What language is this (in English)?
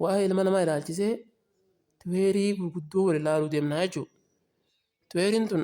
Oromo